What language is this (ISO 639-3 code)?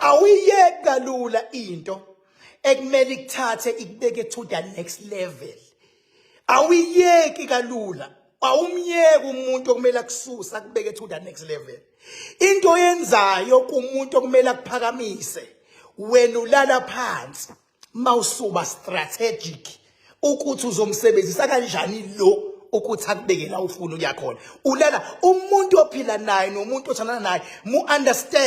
zul